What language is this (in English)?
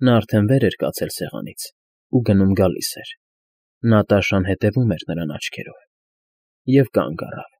Armenian